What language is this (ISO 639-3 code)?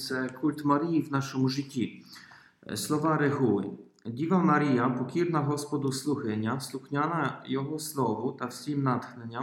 ukr